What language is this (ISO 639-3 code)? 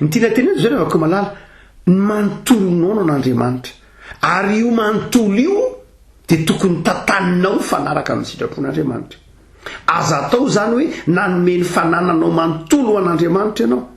mlg